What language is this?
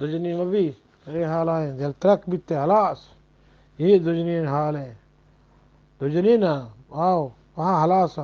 Eastern Balochi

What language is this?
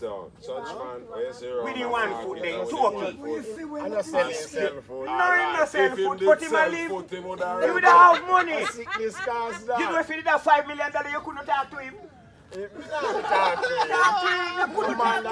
Jamaican Creole English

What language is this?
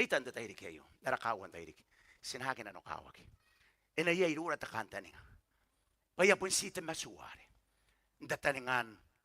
Gilbertese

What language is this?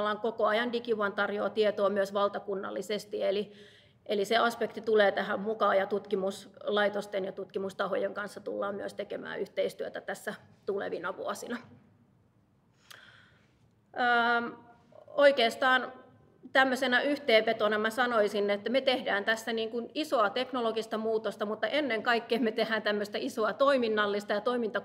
Finnish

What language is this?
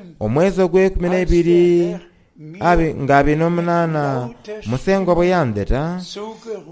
Soga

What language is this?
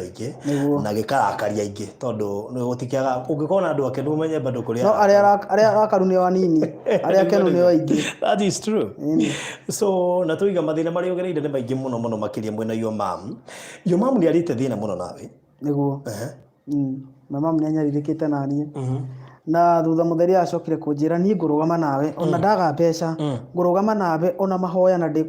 Kikuyu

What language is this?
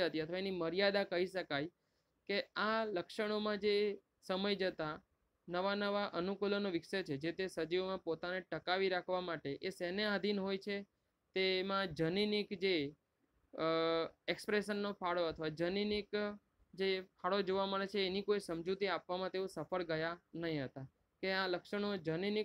Gujarati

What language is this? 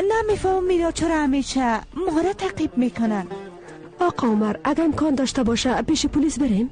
Persian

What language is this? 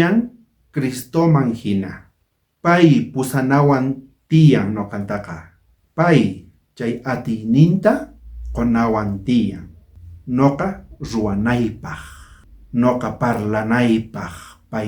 South Bolivian Quechua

